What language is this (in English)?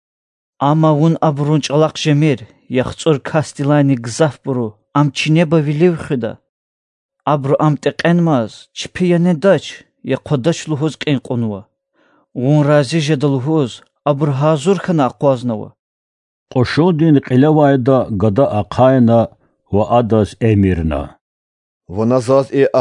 Lezghian